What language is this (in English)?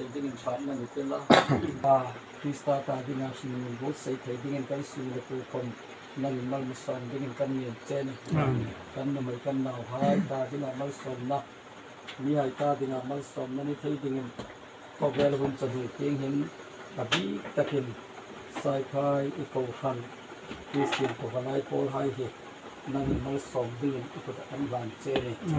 Hmar